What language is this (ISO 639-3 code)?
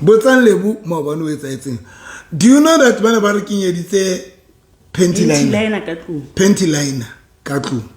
sot